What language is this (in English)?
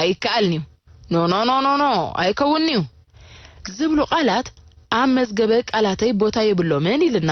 Tigrinya